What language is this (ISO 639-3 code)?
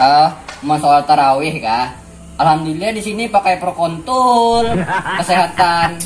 bjn